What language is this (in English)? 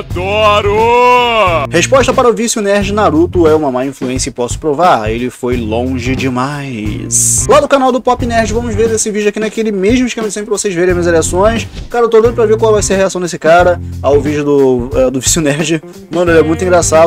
Portuguese